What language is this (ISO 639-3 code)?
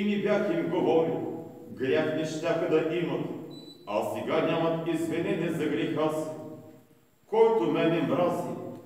bul